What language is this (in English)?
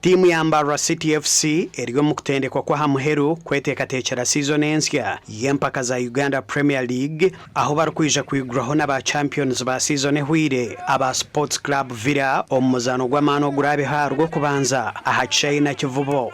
Nyankole